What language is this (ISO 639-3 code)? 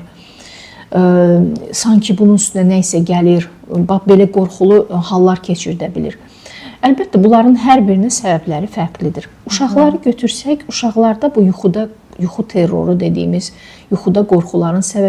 aze